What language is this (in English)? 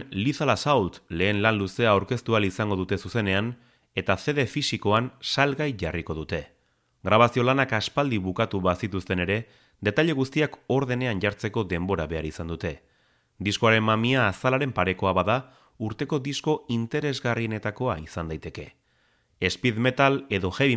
Basque